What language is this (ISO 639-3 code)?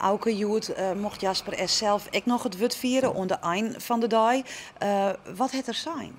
fry